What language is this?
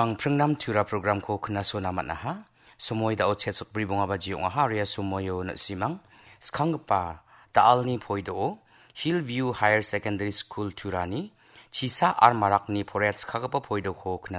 Garo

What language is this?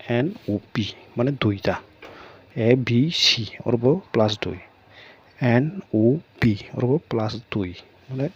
Kok Borok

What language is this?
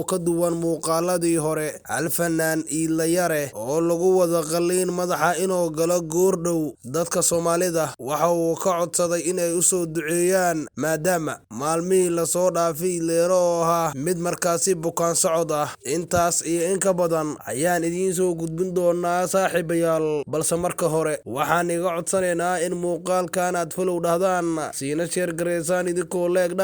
Somali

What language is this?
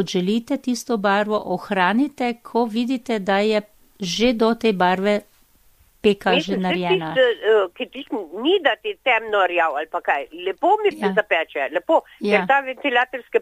Slovenian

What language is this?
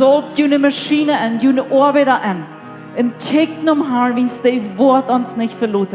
Plautdietsch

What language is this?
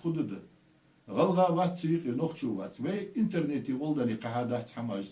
Ingush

